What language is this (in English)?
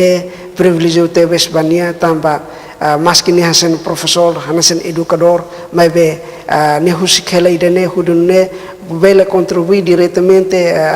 Tetum